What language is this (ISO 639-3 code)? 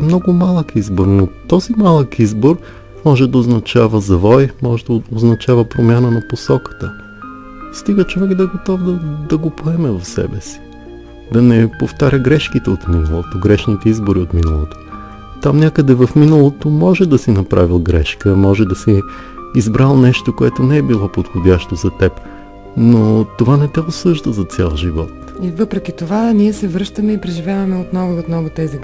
bul